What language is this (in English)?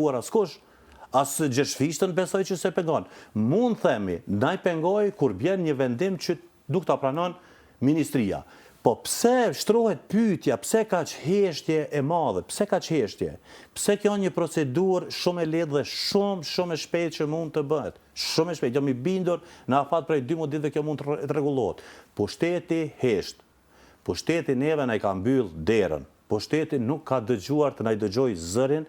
Albanian